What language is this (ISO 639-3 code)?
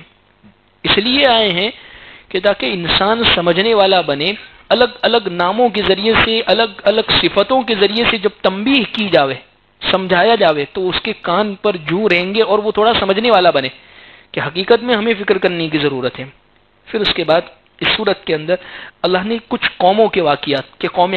urd